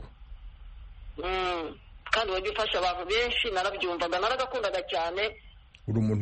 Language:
Kinyarwanda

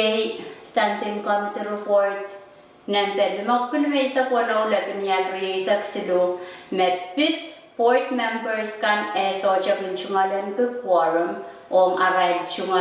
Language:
Pohnpeian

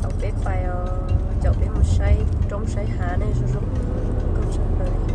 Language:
Hmong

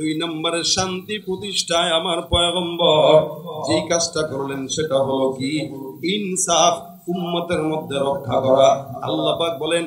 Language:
Bangla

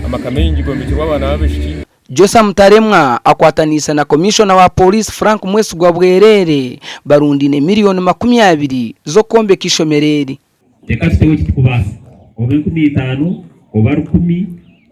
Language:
Nyankole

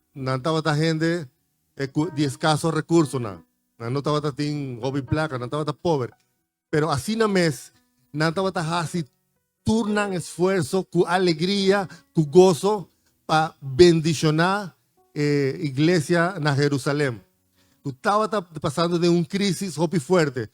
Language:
Papiamento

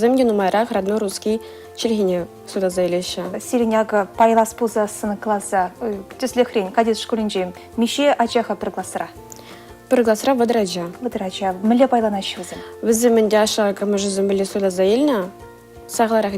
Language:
Chuvash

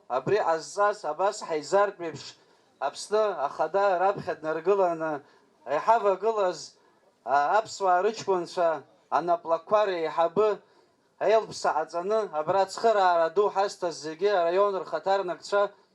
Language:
Abkhazian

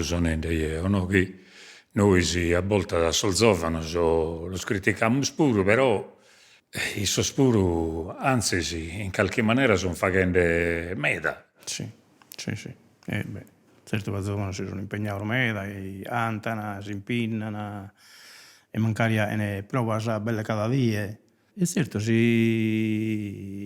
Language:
Sardinian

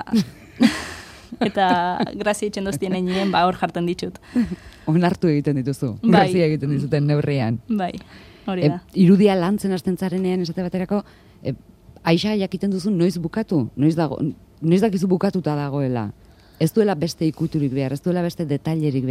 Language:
Basque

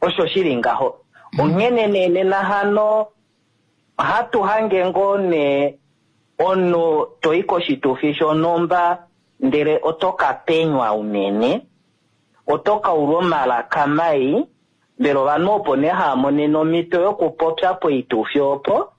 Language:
Kuanyama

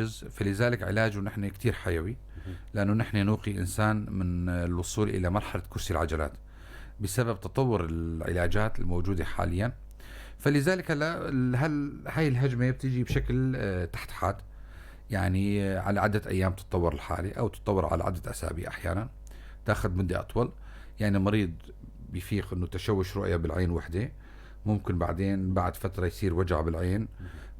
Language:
North Levantine Arabic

